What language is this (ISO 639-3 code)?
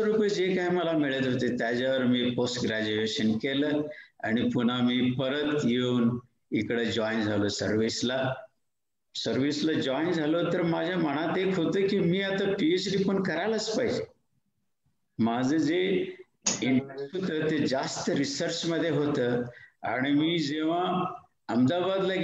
mar